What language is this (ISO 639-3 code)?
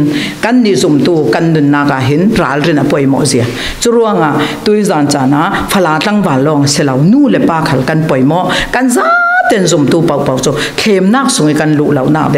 cfm